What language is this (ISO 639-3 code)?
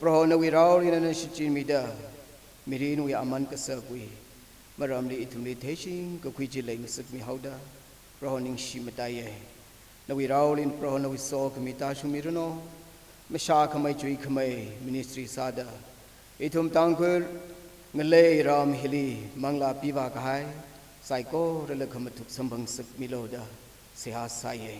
nmf